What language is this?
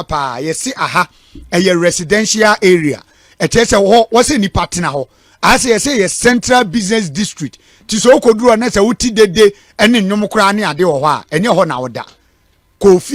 Akan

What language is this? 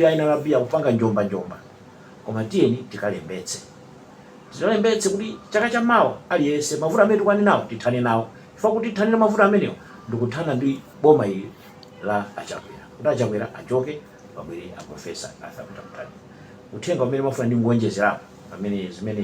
Nyanja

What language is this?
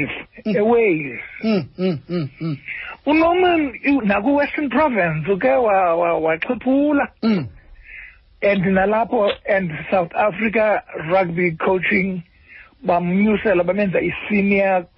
Xhosa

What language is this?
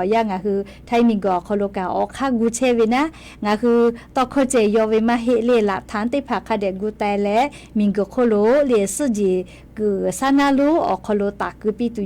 Lahu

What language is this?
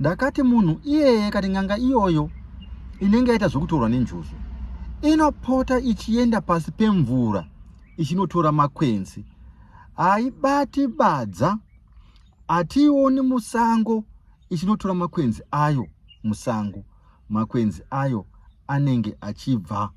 Shona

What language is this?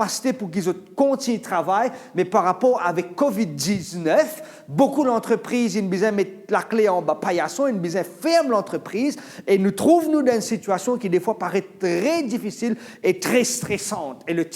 Morisyen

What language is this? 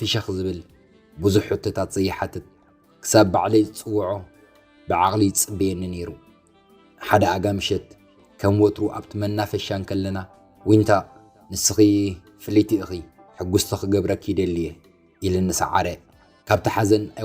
Tigrinya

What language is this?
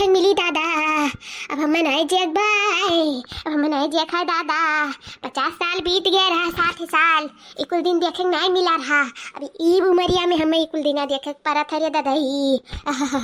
Awadhi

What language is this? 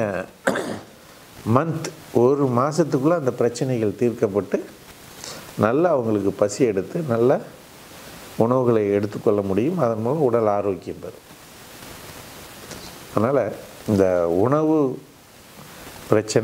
Tamil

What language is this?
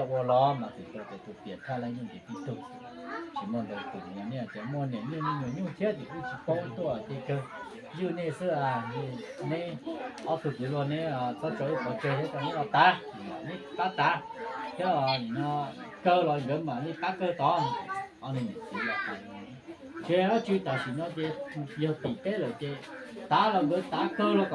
Hmong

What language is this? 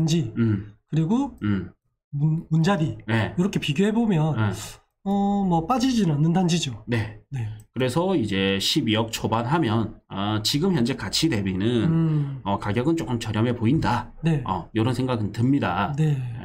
Korean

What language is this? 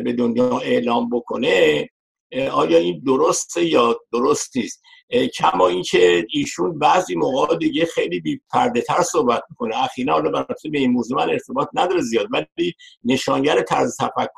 Persian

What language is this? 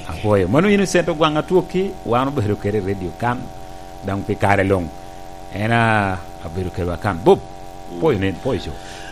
Lango (Uganda)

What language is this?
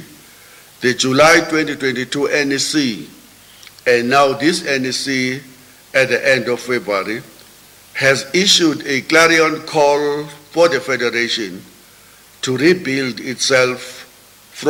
English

